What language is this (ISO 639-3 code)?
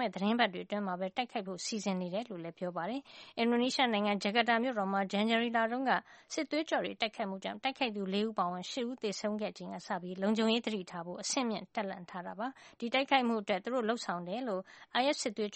mya